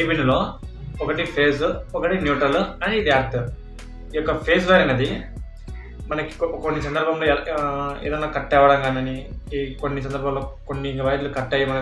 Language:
Telugu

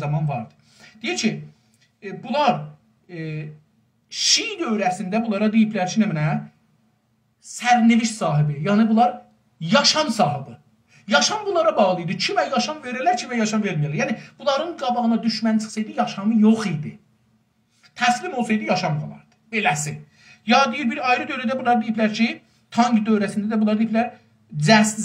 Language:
South Azerbaijani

